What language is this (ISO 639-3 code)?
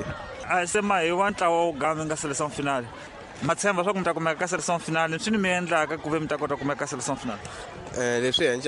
tso